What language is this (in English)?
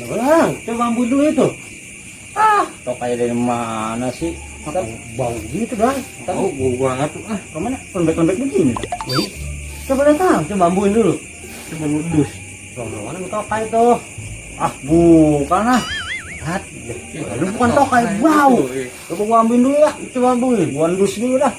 Betawi